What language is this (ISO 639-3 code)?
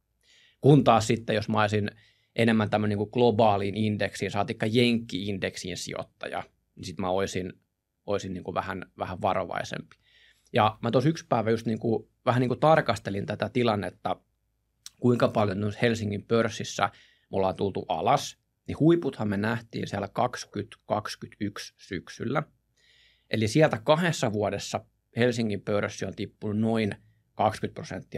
fin